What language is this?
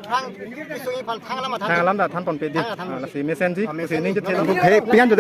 Karbi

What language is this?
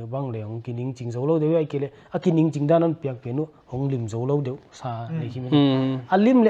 Paite Chin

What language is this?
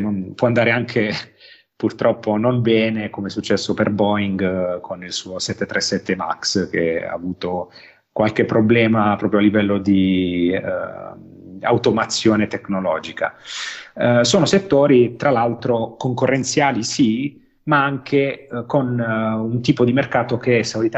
Italian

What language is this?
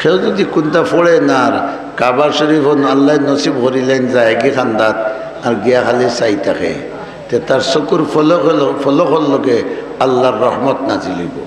Sylheti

